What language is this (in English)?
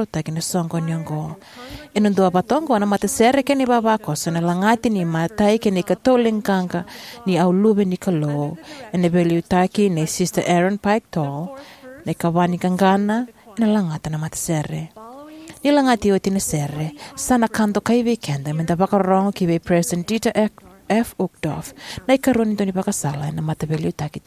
Fijian